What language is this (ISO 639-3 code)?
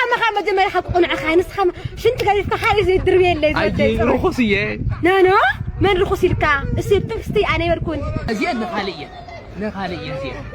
tir